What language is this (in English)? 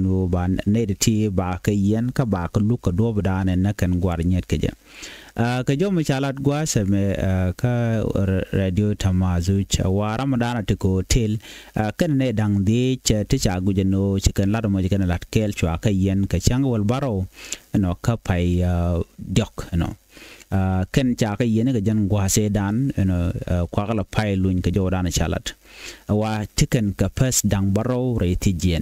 Nuer